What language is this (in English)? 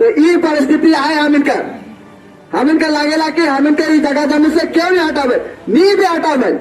Sadri